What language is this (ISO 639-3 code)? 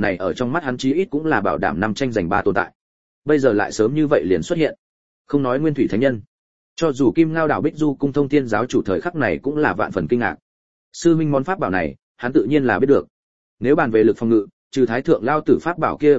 vie